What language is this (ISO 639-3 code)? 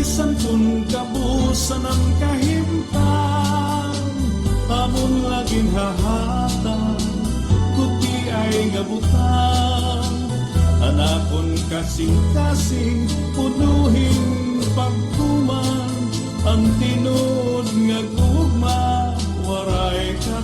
war